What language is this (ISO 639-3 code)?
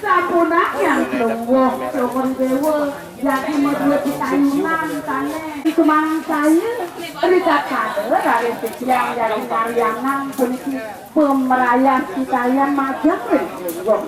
ban